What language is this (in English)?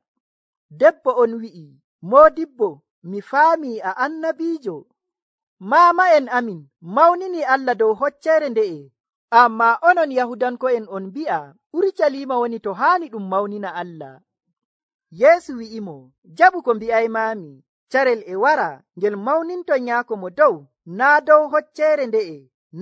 Nigerian Fulfulde